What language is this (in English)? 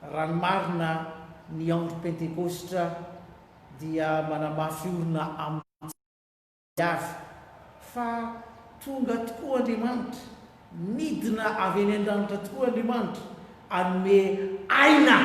Malagasy